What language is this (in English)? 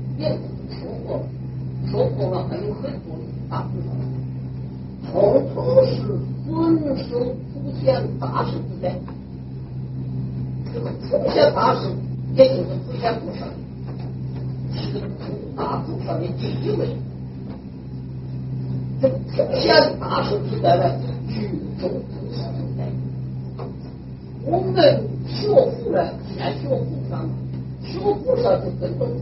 Chinese